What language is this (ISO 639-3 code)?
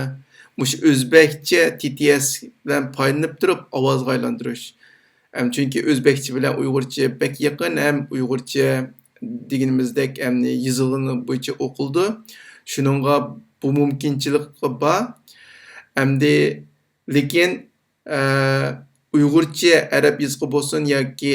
uig